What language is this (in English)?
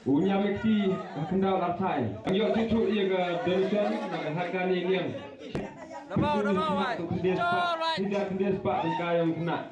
Khasi